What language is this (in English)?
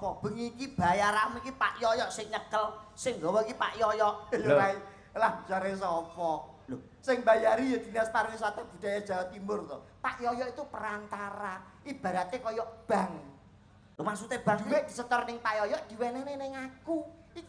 Javanese